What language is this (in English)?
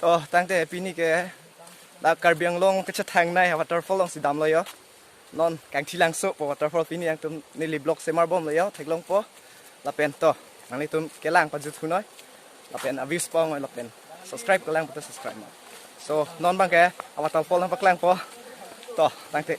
Karbi